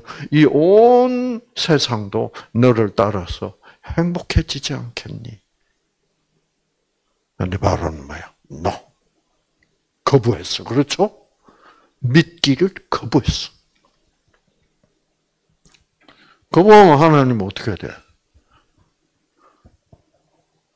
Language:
Korean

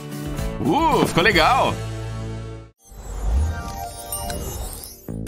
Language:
Portuguese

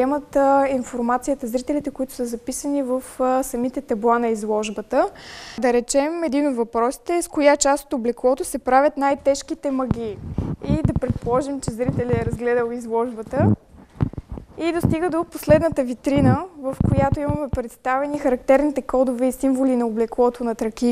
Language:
Bulgarian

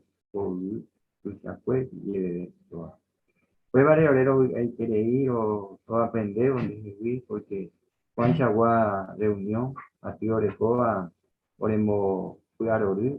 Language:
Guarani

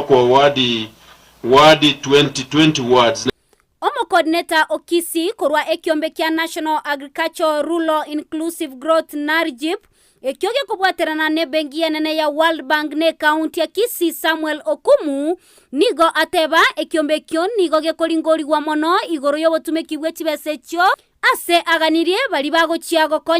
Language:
Gusii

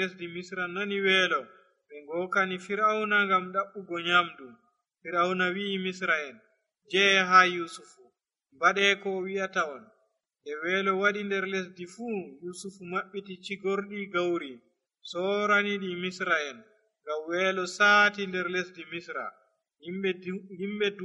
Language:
Nigerian Fulfulde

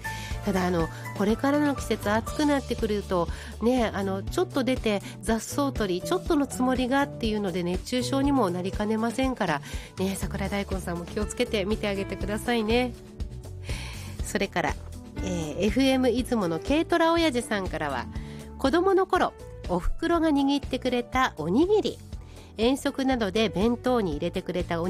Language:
Japanese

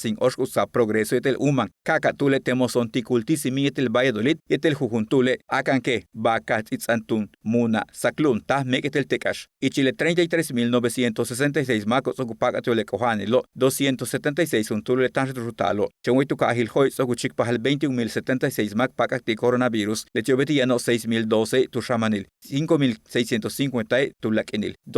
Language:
Yucateco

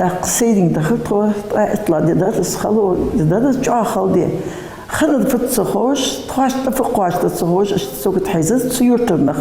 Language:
Ingush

